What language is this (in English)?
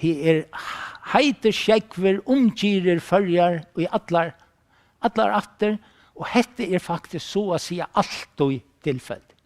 Faroese